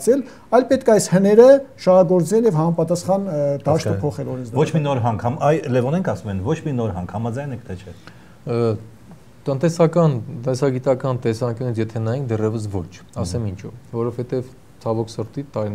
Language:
Armenian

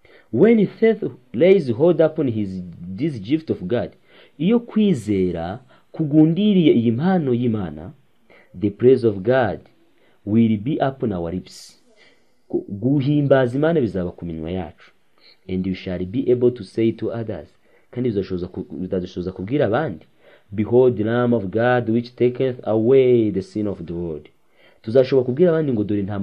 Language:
Kinyarwanda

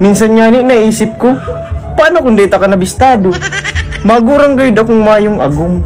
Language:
Bikol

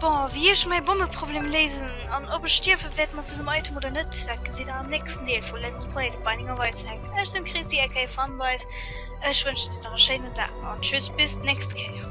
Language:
Luxembourgish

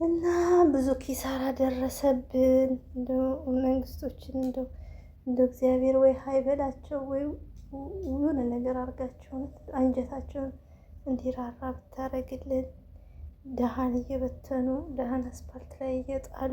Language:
Amharic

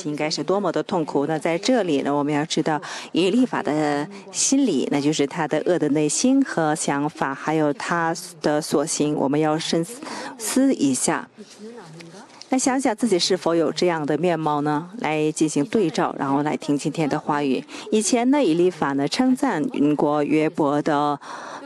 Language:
Chinese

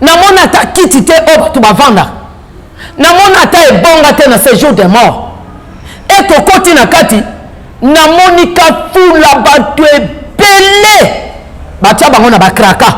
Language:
Lingala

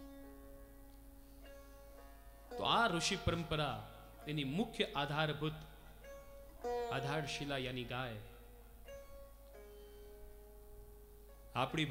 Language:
Gujarati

